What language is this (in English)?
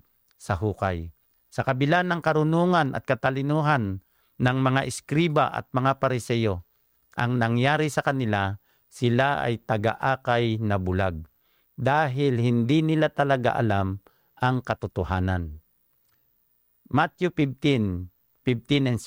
Filipino